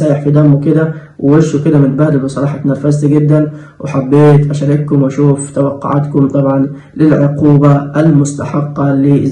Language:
Egyptian Arabic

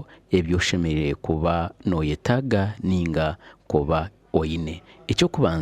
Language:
Nyankole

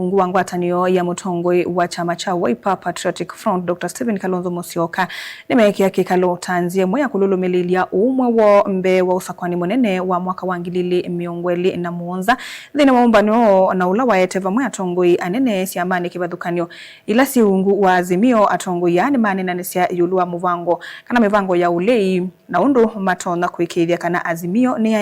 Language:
Kamba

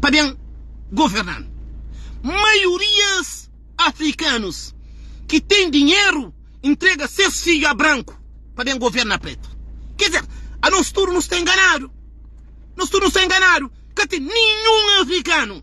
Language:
Kabuverdianu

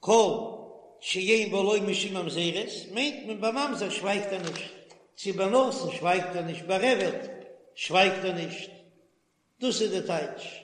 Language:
Yiddish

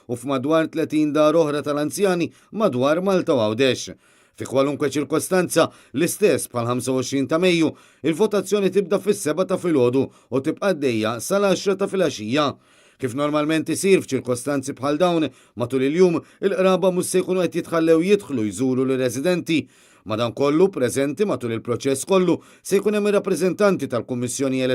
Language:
Maltese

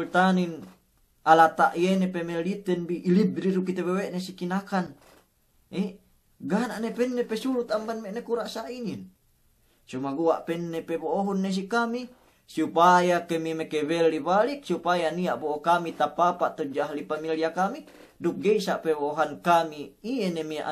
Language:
Yakan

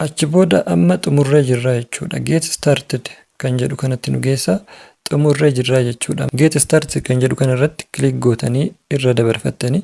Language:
Oromo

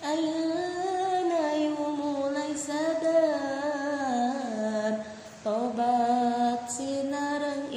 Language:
Sundanese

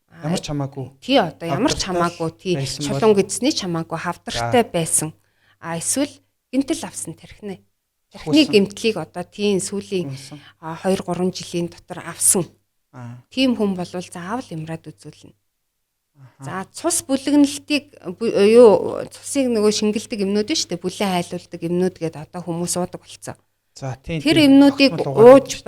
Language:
Mongolian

